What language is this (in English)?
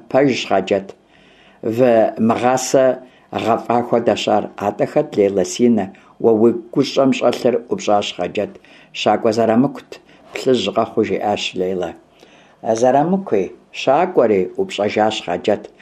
Kabardian